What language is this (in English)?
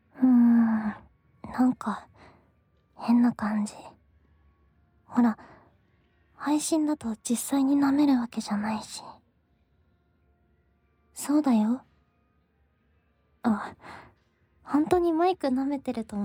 Japanese